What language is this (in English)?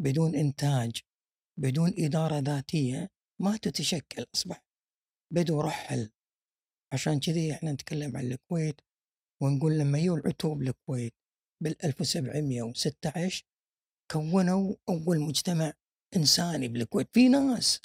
Gulf Arabic